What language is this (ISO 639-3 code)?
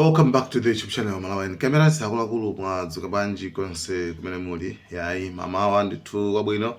nya